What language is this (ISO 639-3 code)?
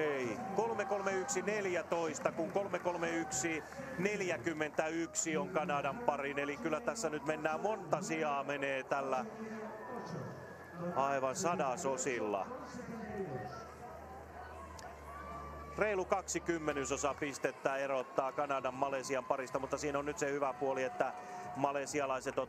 fin